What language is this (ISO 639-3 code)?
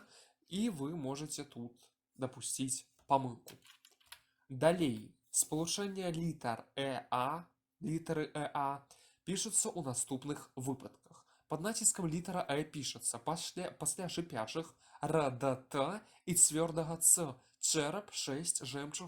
bel